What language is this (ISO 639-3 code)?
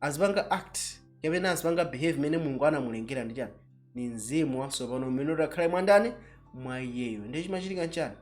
nya